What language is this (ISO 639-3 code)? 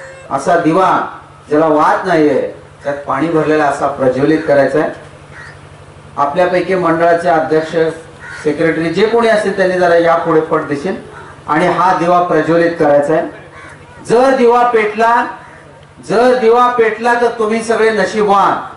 mar